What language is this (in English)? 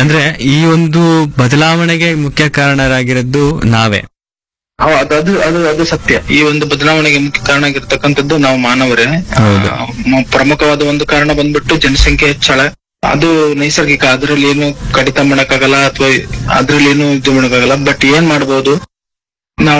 Kannada